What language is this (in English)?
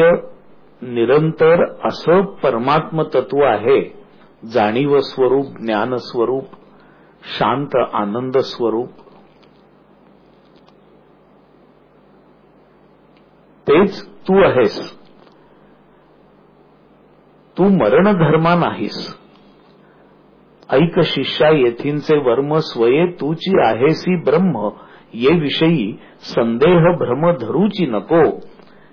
Marathi